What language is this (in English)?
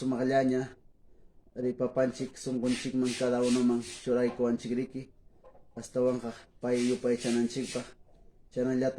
Quechua